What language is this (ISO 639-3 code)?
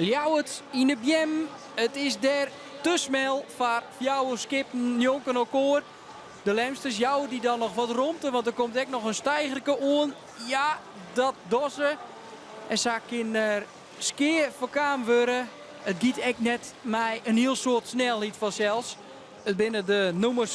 fry